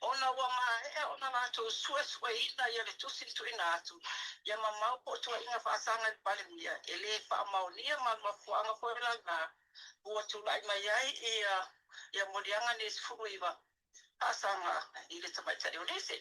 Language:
Samoan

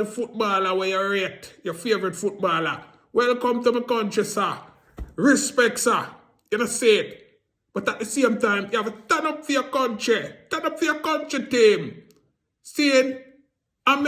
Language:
Jamaican Creole English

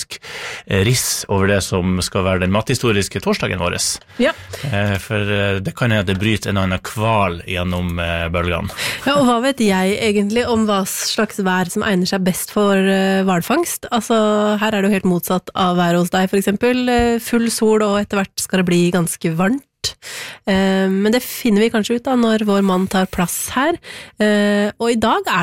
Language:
Norwegian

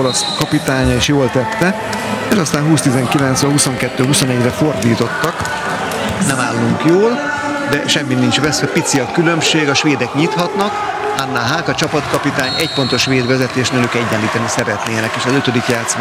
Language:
Hungarian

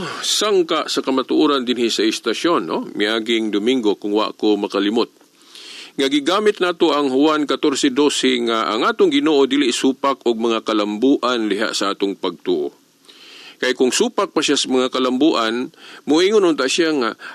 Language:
Cebuano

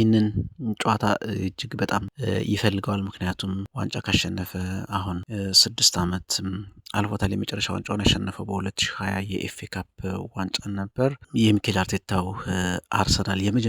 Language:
Amharic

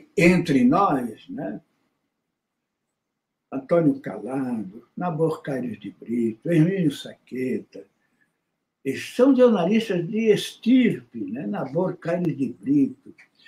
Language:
Portuguese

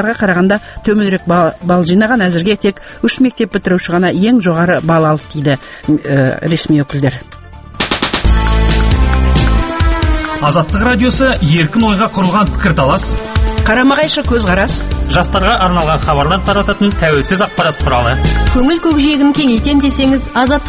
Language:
Kazakh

